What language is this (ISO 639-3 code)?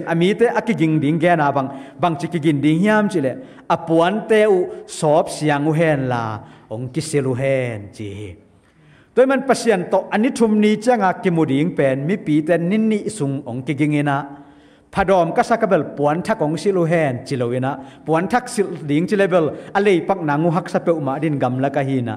ctd